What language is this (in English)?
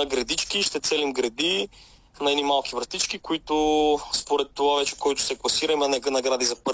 Bulgarian